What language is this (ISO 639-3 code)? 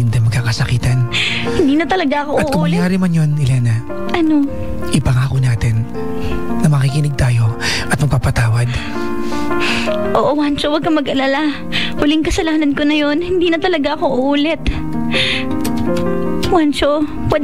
fil